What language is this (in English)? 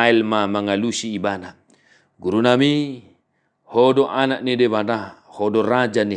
Batak Toba